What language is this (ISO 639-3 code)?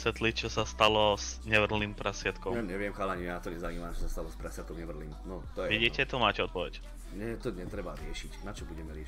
slk